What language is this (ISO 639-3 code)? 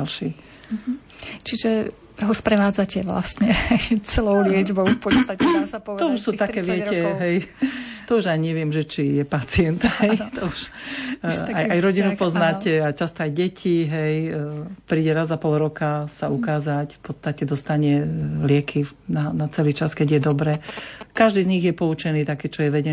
slk